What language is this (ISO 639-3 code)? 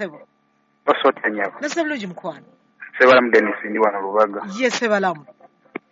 lug